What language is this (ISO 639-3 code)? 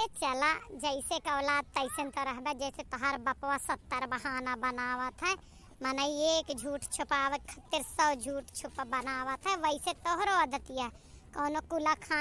awa